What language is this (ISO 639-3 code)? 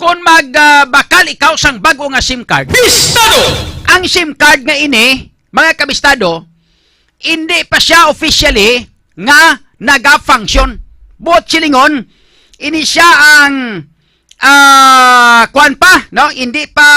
hil